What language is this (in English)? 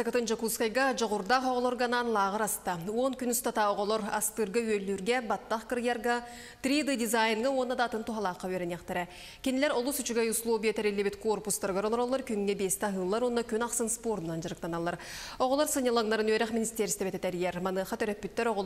Yakut